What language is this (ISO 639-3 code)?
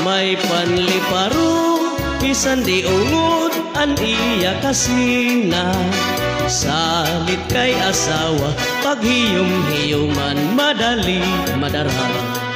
war